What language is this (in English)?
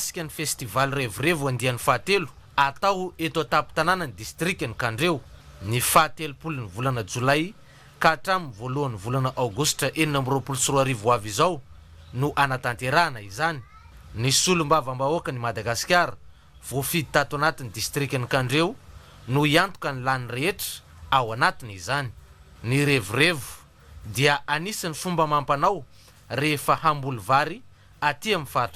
Malagasy